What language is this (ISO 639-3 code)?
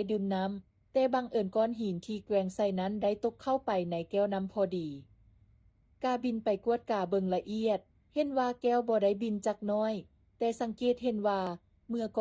lao